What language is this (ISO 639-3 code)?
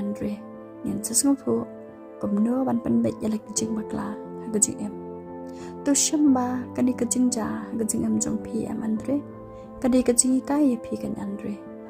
kha